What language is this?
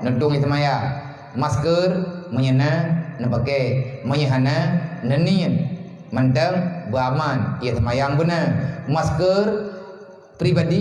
Achinese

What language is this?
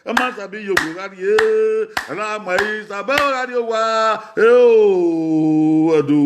Bini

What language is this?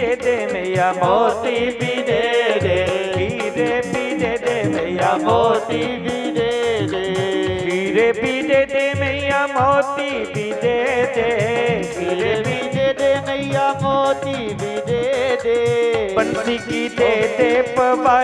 Dogri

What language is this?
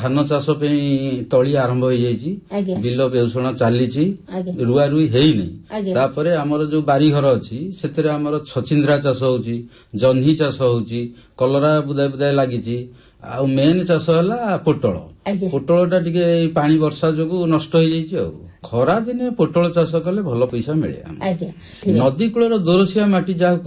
Odia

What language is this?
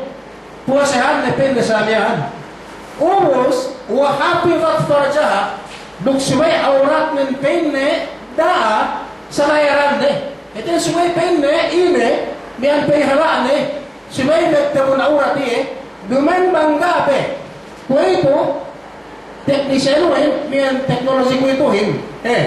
Yakan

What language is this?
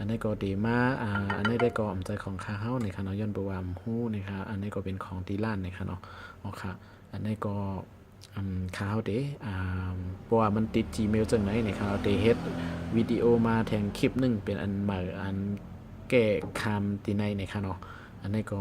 Shan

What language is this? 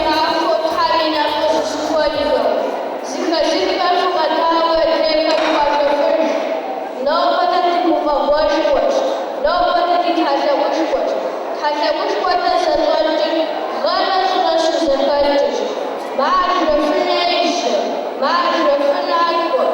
Kabardian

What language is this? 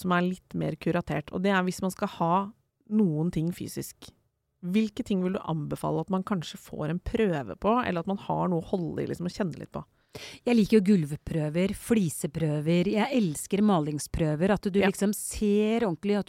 Norwegian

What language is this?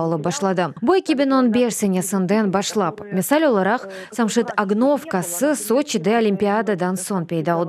Crimean Tatar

